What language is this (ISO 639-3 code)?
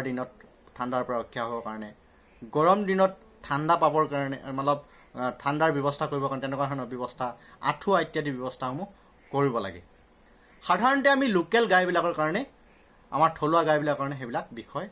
asm